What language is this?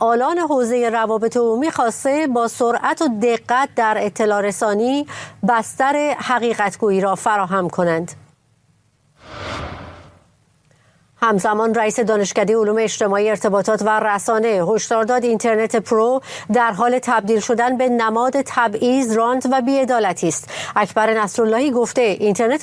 Persian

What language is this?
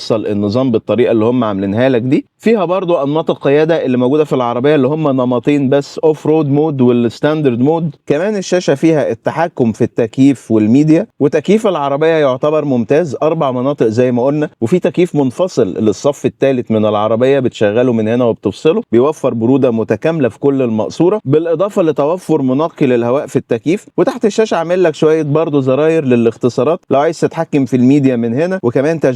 Egyptian Arabic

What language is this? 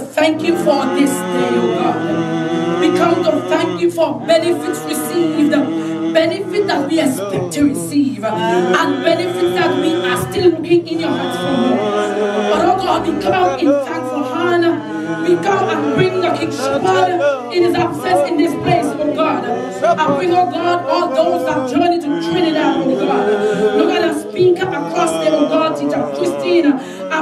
English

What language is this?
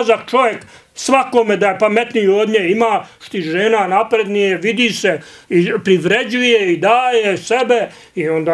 Bosnian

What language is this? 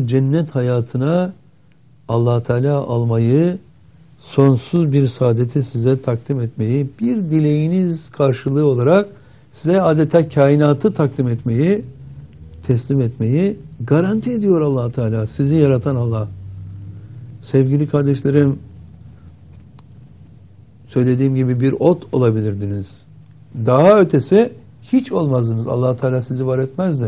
Turkish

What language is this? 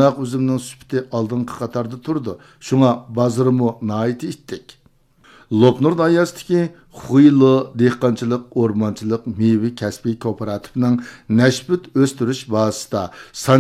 Uyghur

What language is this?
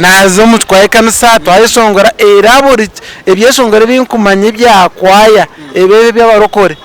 Nyankole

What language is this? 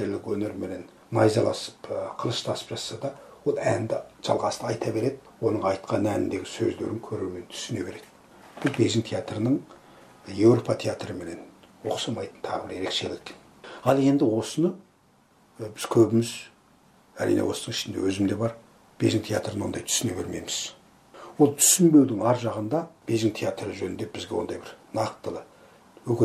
Kazakh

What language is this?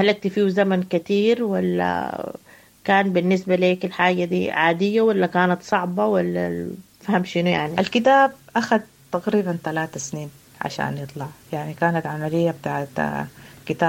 Sudanese Arabic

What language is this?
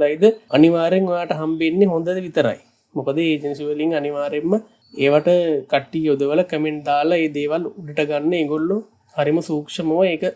Sinhala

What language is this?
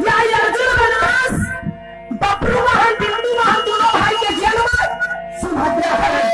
Chhattisgarhi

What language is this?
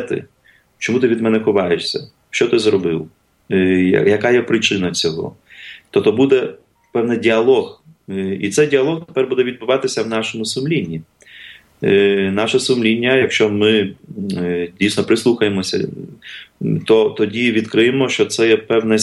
Ukrainian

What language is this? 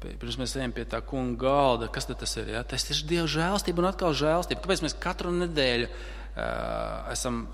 Latvian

